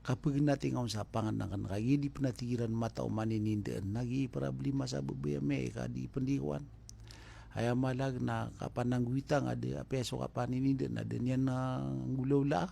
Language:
Maranao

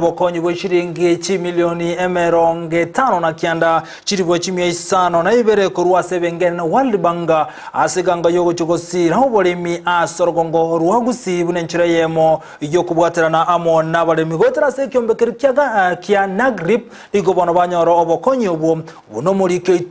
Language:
Gusii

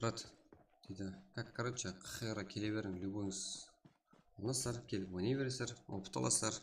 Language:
Kara-Kalpak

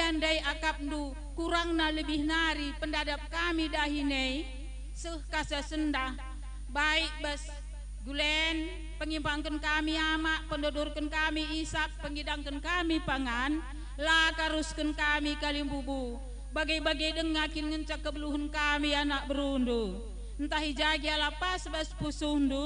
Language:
Batak Karo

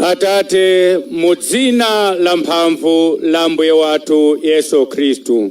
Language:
Nyanja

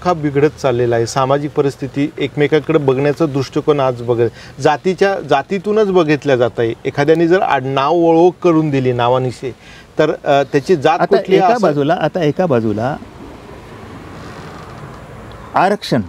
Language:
Marathi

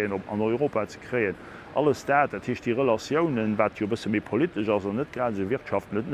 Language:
Luxembourgish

